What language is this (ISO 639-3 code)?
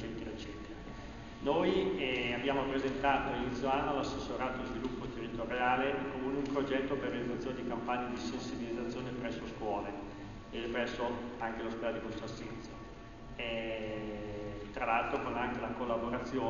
ita